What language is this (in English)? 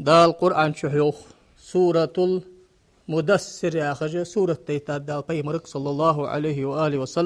Ingush